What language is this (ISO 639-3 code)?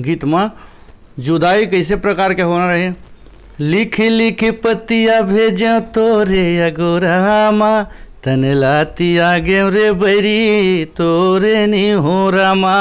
hne